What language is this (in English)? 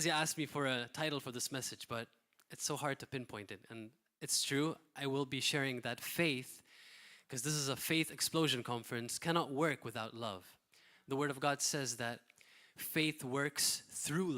English